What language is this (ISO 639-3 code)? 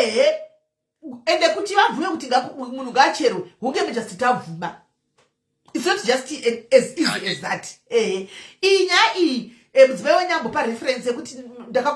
sna